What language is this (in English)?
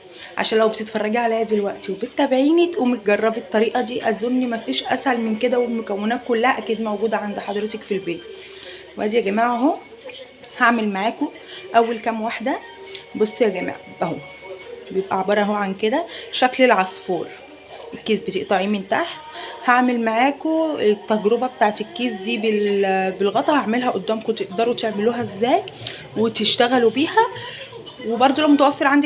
Egyptian Arabic